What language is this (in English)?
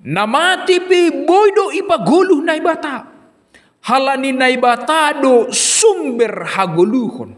Batak Simalungun